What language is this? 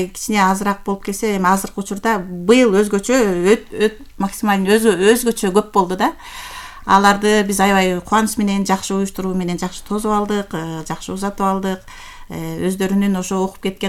Kyrgyz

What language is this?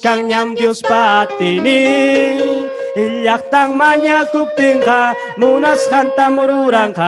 Ayacucho Quechua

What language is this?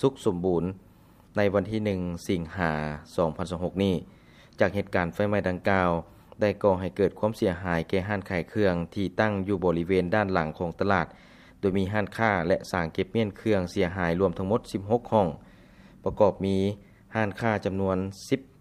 Lao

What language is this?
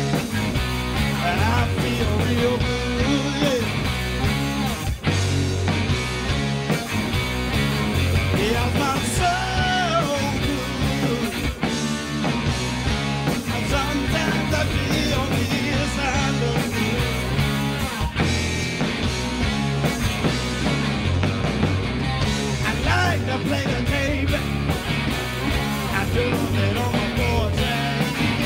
English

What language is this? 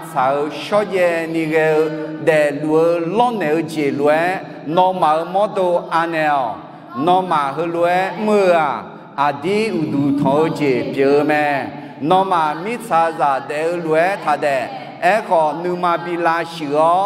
Akha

